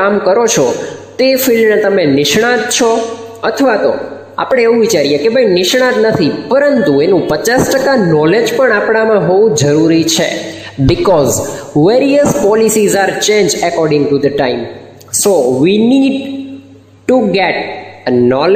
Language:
Gujarati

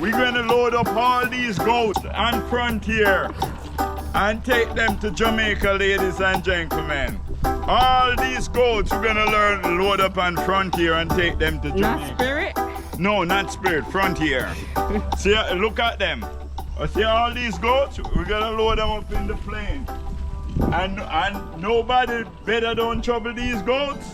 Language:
Jamaican Creole English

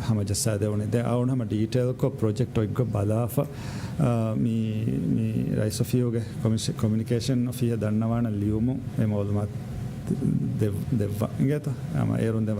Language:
Divehi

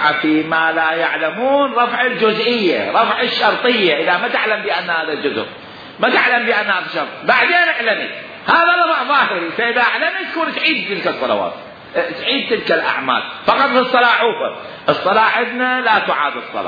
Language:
Mesopotamian Arabic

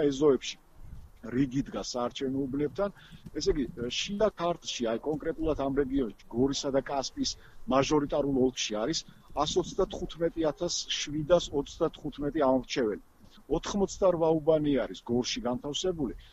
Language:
Georgian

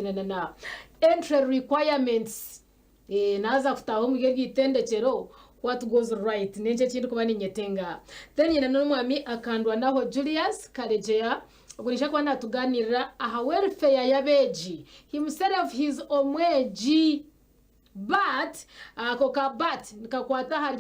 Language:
Nyankole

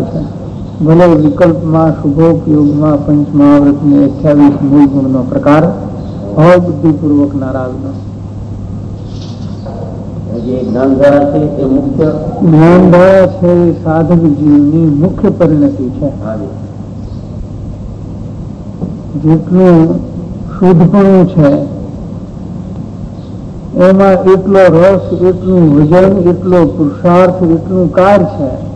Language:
Gujarati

